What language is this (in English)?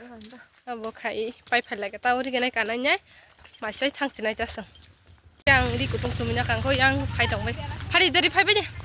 Kok Borok